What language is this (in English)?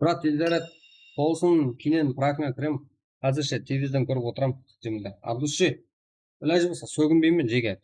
Kara-Kalpak